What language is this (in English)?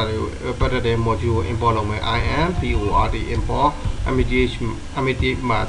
Burmese